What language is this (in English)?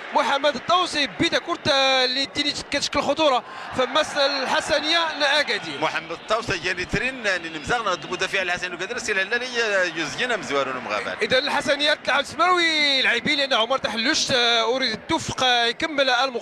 Moroccan Arabic